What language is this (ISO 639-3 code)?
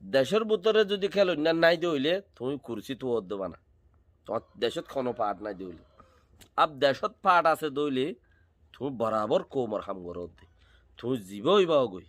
rhg